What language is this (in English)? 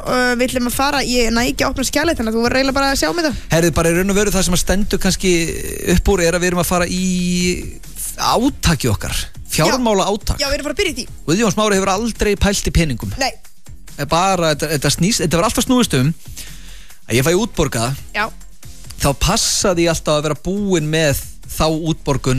Icelandic